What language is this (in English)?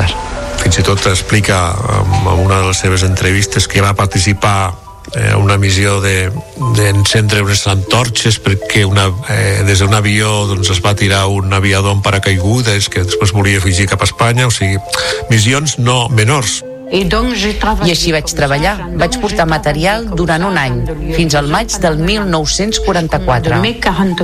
Catalan